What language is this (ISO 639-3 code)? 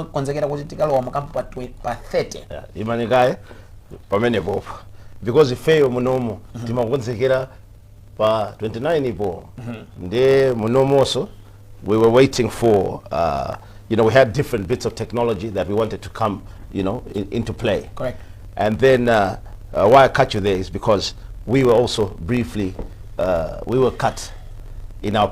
nya